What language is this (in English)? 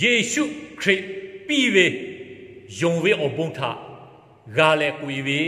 Lahu